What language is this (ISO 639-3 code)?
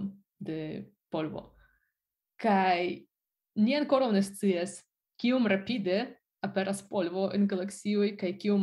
epo